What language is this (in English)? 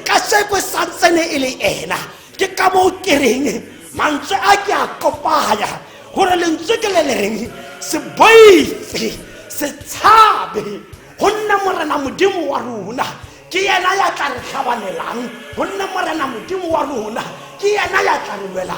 Tswana